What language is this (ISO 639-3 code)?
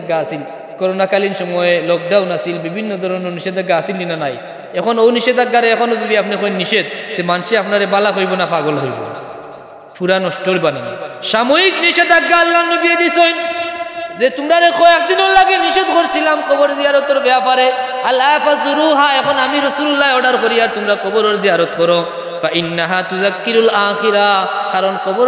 syl